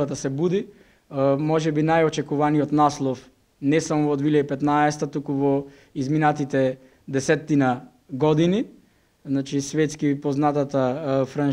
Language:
Macedonian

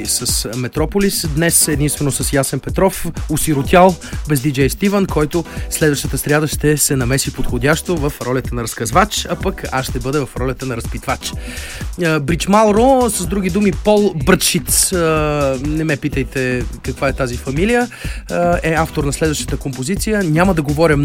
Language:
Bulgarian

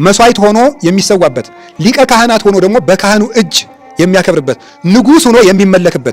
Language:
Amharic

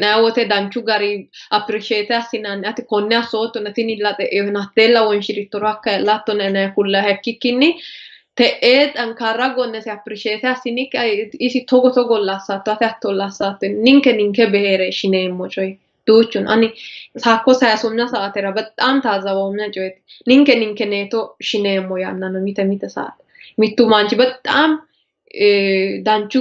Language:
Sidamo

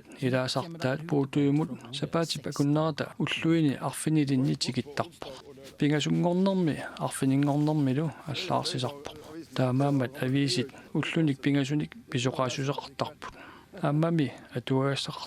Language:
Kalaallisut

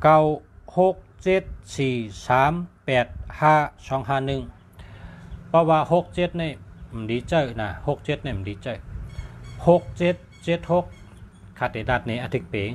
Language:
Shan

